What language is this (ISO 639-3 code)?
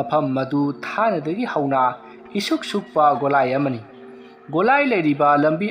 mni